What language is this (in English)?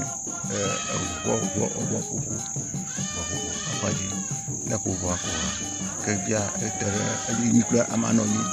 Ewe